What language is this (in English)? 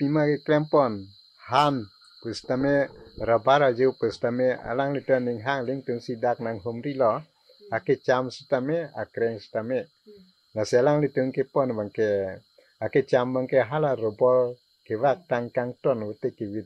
Karbi